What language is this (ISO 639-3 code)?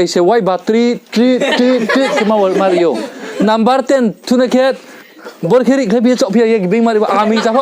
ria